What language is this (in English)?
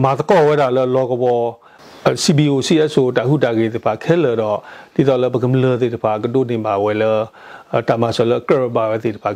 S'gaw Karen